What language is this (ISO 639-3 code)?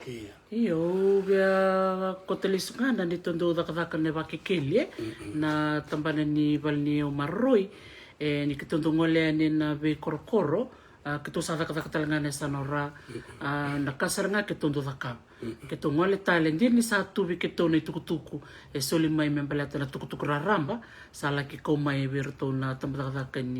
fij